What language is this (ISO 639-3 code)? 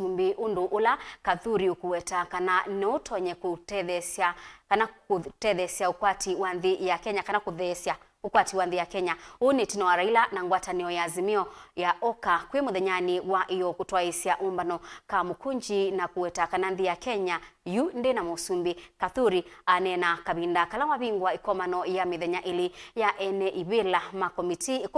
kam